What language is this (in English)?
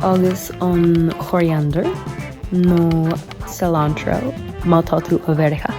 Irish